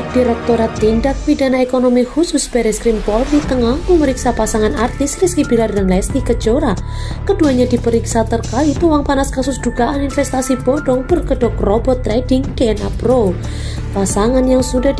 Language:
Indonesian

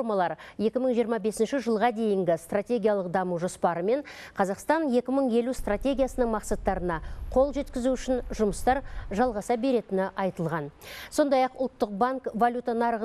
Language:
Kazakh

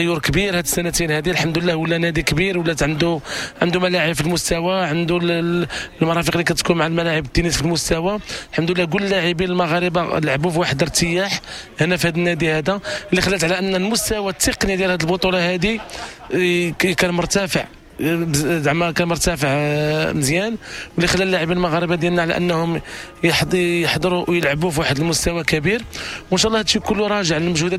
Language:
Moroccan Arabic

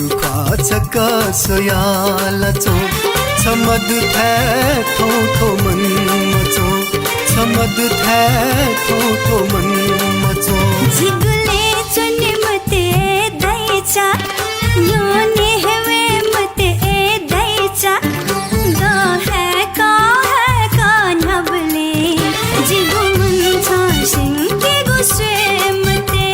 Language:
Newari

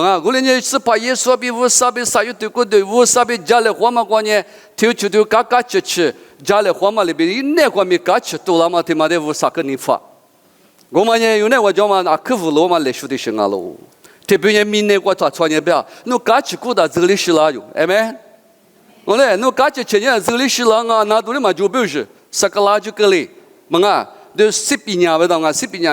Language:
Lisu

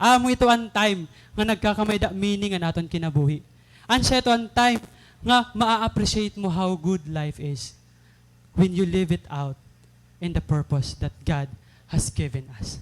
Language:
Waray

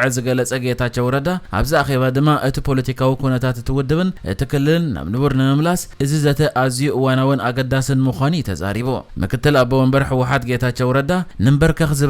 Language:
Tigrinya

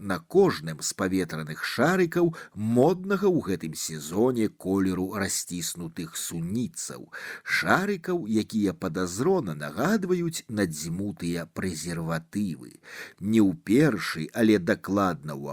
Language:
Belarusian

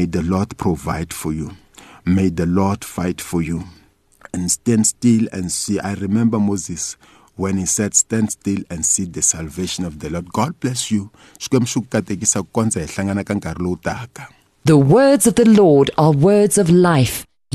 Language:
Tsonga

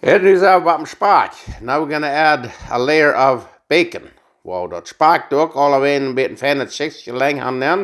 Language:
Plautdietsch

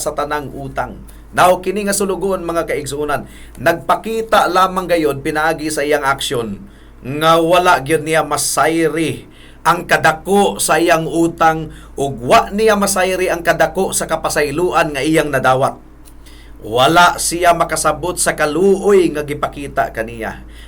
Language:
Cebuano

